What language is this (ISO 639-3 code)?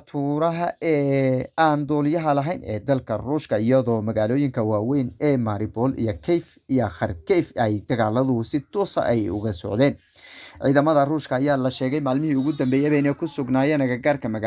som